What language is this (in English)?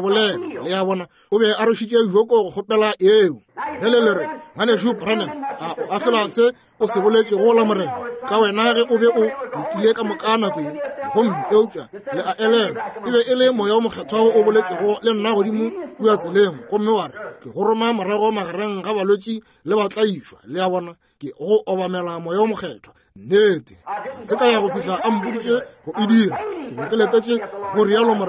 Northern Sotho